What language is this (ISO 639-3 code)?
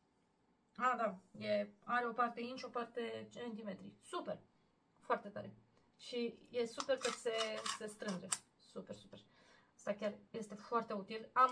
ron